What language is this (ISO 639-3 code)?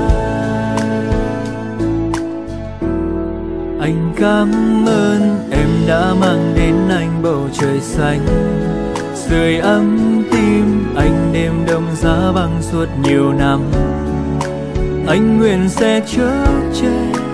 vie